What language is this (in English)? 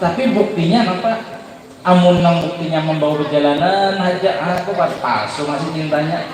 Banjar